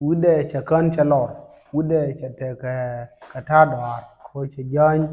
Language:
Nuer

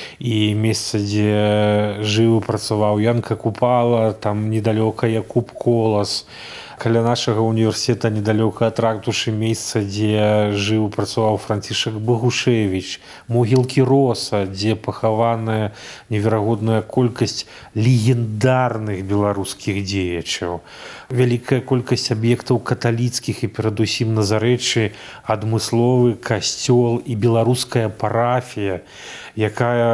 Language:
Belarusian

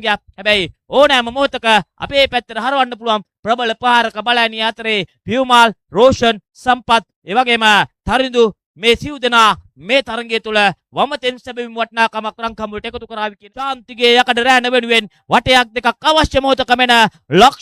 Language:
Sinhala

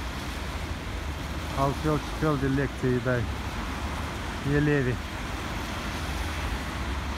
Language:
Romanian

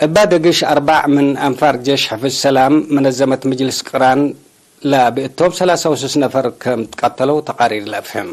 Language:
Tigre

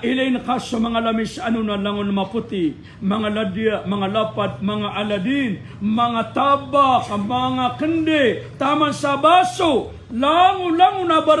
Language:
Maranao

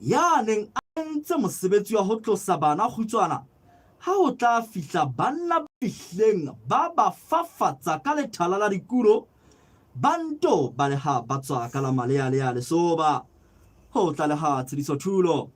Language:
Southern Sotho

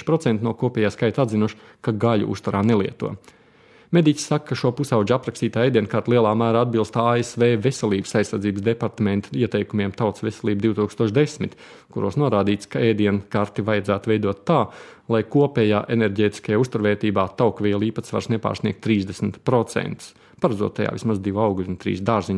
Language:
Latvian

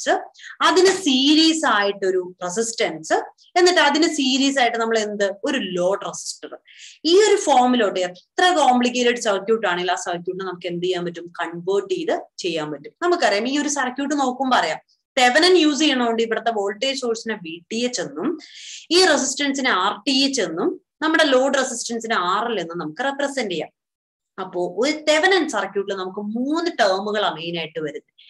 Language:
Malayalam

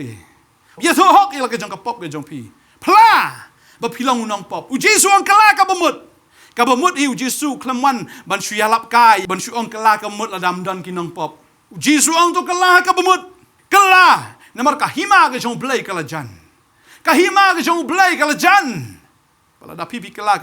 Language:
Khasi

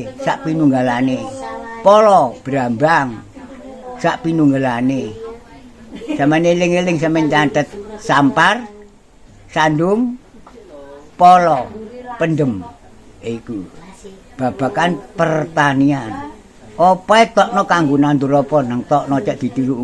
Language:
Javanese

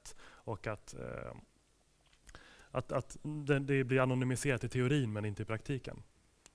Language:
Swedish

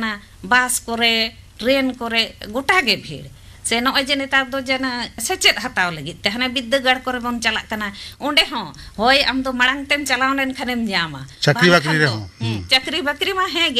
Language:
Santali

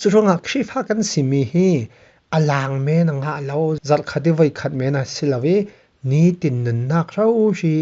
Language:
Falam Chin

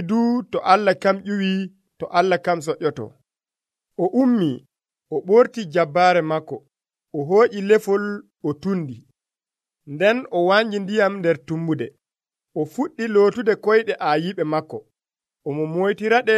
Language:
Nigerian Fulfulde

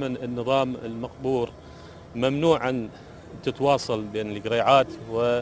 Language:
Mesopotamian Arabic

